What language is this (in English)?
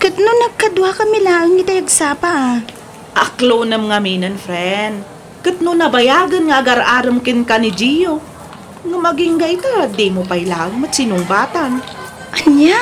Iloko